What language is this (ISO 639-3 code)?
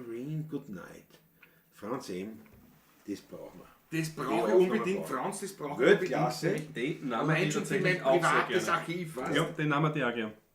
bar